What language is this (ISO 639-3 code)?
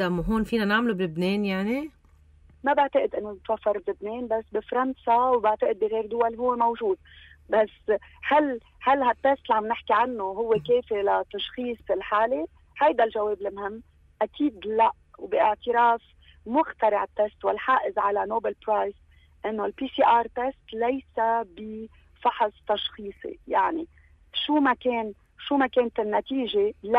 apc